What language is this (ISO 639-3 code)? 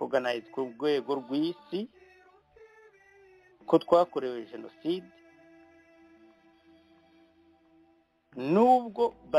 kin